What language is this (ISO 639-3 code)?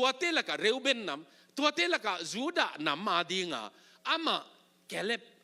ctd